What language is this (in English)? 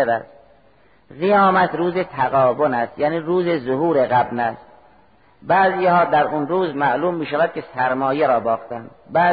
Persian